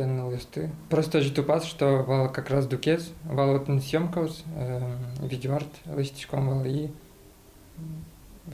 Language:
Udmurt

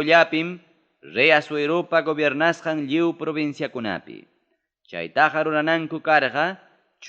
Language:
Ayacucho Quechua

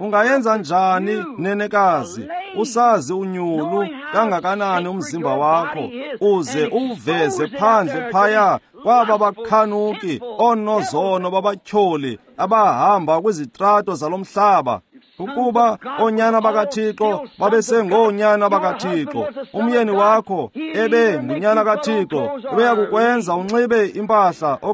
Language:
Xhosa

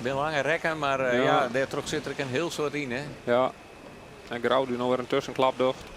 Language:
Western Frisian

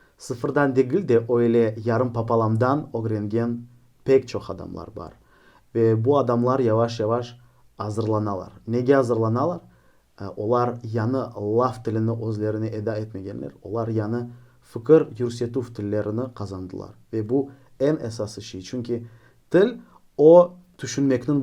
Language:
Crimean Tatar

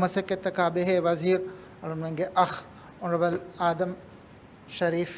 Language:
Divehi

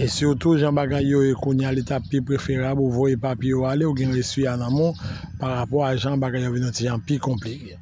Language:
Haitian Creole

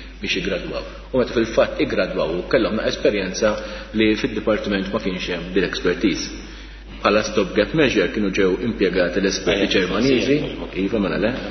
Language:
Maltese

